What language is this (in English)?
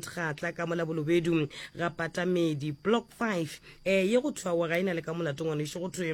Northern Sotho